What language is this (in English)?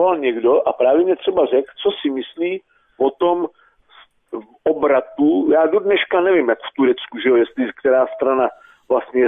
Czech